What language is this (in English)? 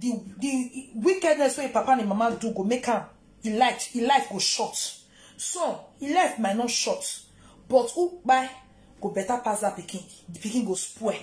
Nigerian Pidgin